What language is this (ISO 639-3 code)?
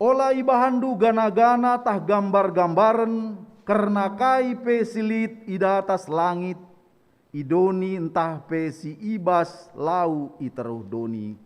btx